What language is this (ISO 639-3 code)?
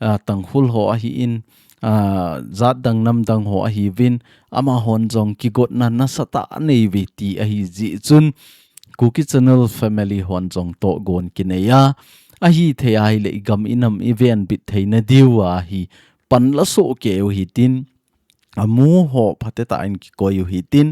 tcz